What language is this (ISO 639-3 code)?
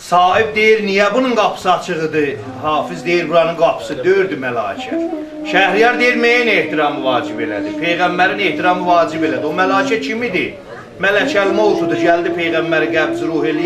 azb